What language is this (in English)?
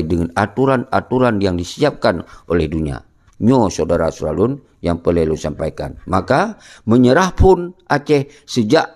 Achinese